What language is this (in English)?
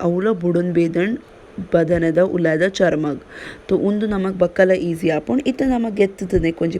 Tulu